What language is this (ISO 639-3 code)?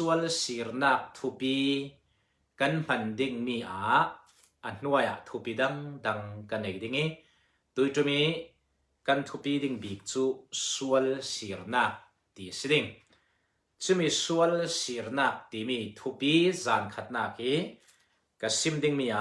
cfm